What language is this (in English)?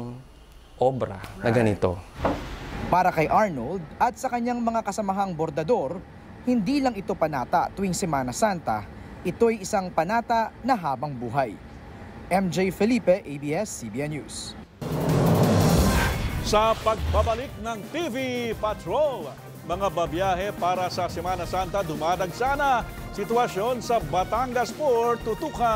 Filipino